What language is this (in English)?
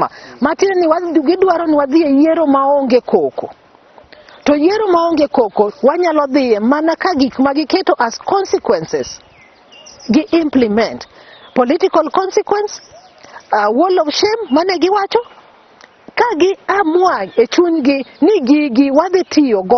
Luo (Kenya and Tanzania)